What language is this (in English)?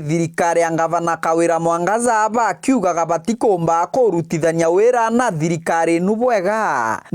Meru